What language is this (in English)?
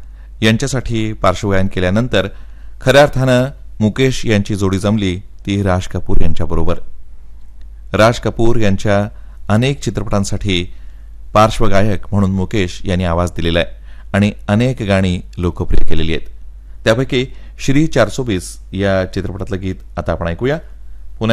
Marathi